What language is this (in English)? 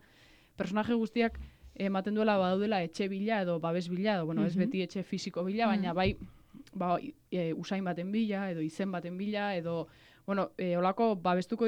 Basque